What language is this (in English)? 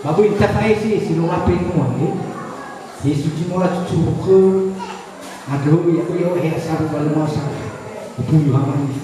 Nias